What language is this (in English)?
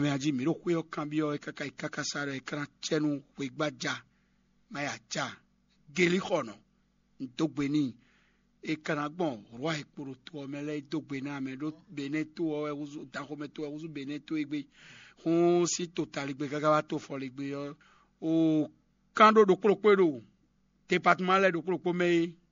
Fon